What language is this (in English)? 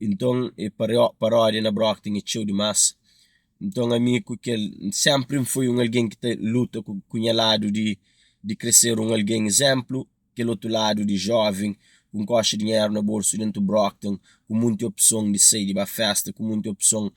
Kabuverdianu